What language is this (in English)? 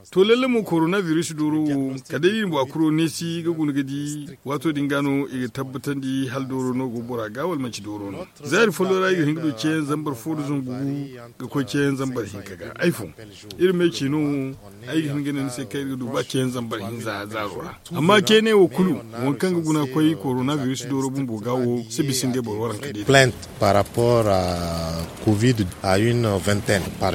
Zarma